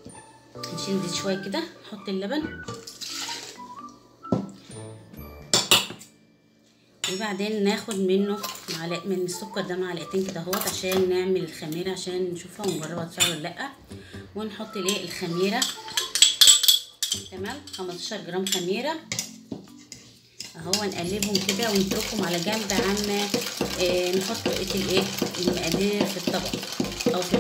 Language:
Egyptian Arabic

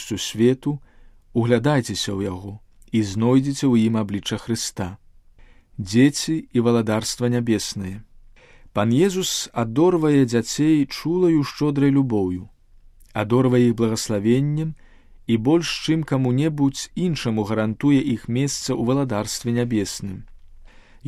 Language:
Belarusian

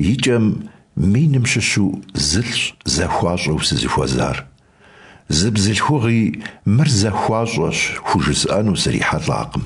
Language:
Kabardian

